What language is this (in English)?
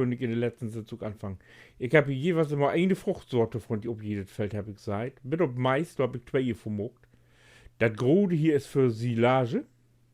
Low German